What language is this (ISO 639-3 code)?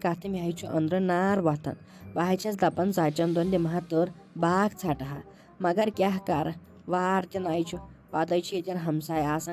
kas